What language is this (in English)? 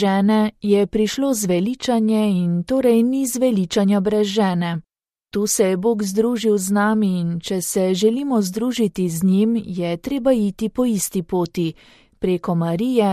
Slovenian